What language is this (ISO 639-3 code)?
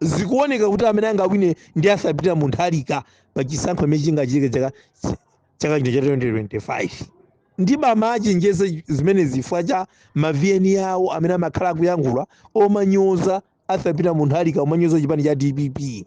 nya